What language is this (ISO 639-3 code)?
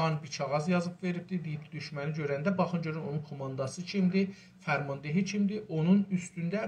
azb